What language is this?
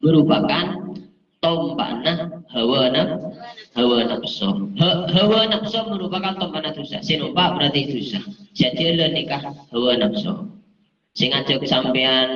Madurese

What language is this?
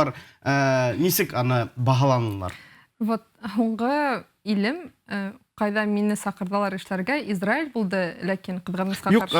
Bashkir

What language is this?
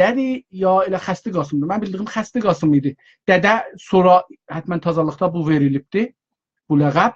South Azerbaijani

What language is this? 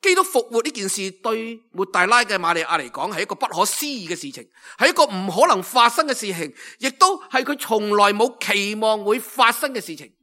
Cantonese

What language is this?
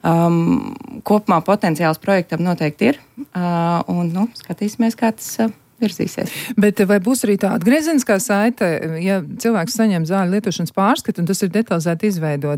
Latvian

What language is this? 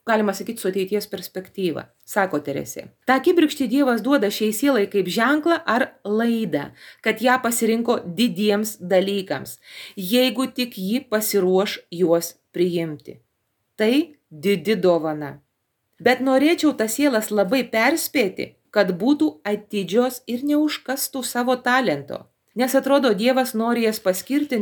Lithuanian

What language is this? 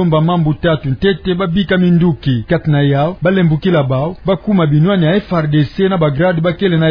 Kituba (Democratic Republic of Congo)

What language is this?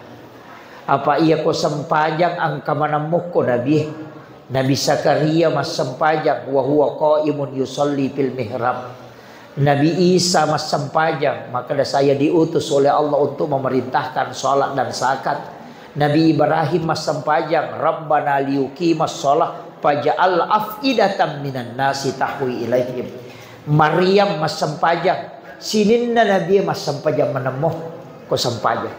Buginese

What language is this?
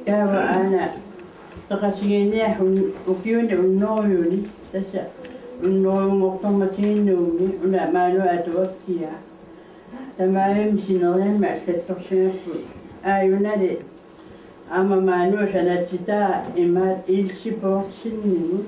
Kalaallisut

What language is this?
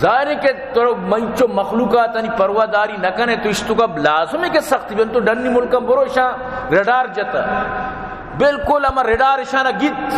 Baluchi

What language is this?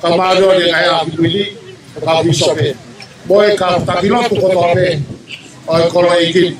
Tongan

